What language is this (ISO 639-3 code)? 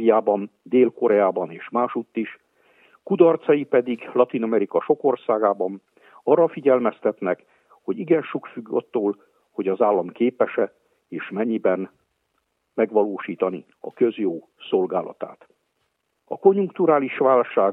hun